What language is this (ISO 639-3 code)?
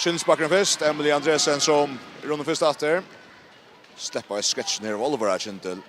fao